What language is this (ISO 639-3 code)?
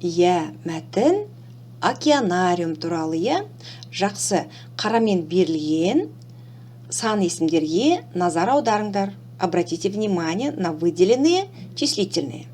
kaz